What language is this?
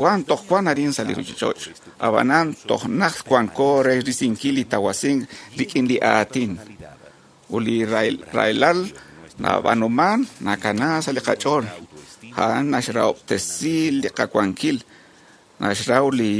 Kekchí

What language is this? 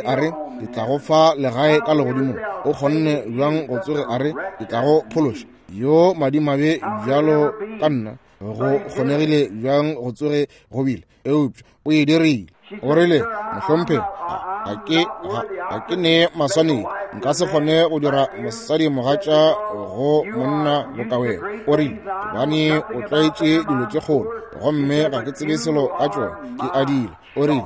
Northern Sotho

